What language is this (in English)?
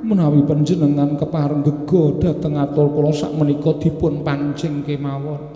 Javanese